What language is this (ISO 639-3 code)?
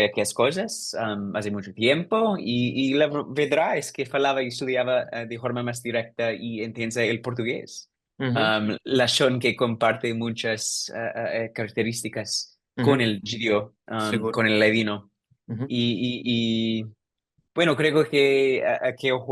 lad